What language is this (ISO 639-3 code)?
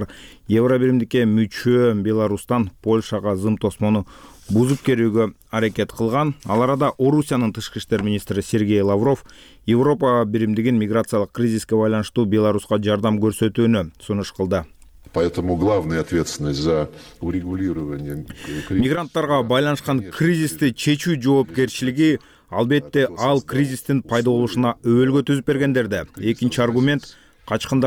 kir